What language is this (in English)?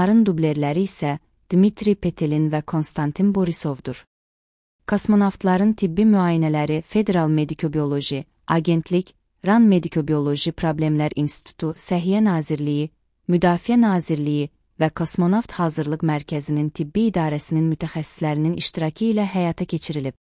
Azerbaijani